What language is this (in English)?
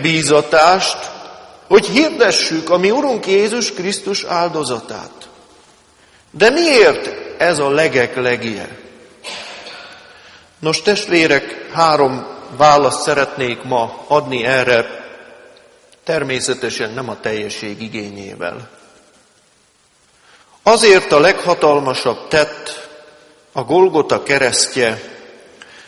Hungarian